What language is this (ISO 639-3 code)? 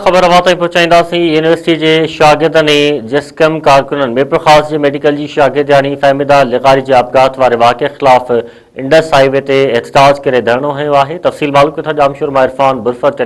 snd